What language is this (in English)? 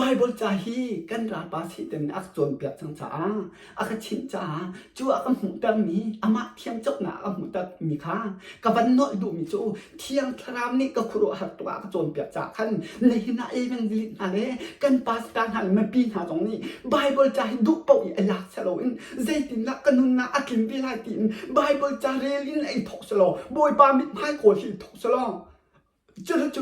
Hakha Chin